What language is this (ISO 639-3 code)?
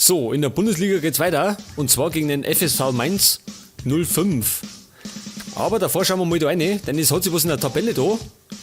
bar